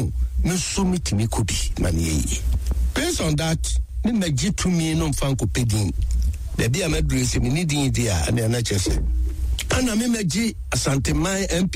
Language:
Akan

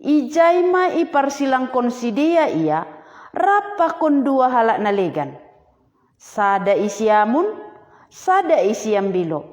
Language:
Batak Simalungun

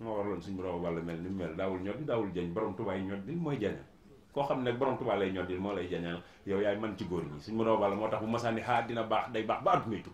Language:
Wolof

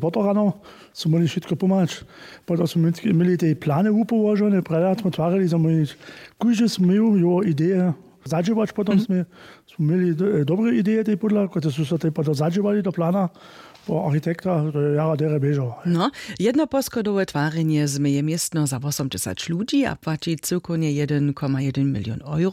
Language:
Upper Sorbian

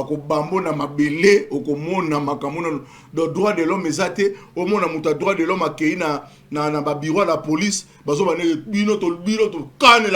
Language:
Lingala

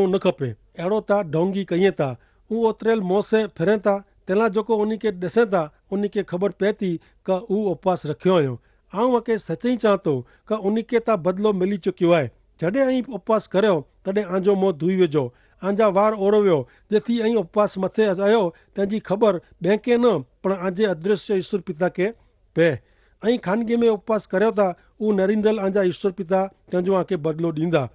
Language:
Kachhi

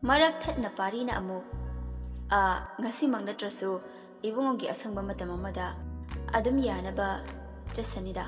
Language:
Manipuri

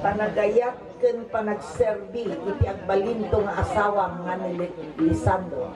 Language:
Iloko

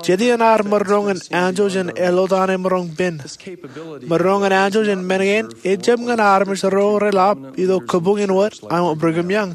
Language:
Marshallese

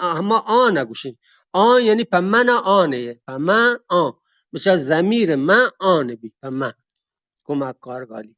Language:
Eastern Balochi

